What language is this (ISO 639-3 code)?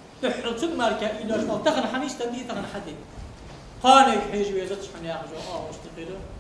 inh